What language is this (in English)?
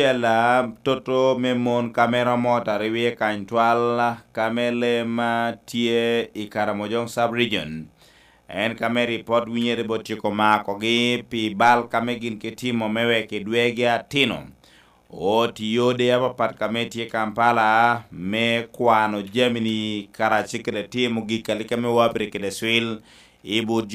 Lango (Uganda)